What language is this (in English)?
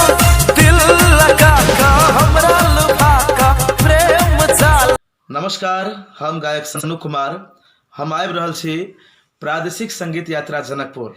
Maithili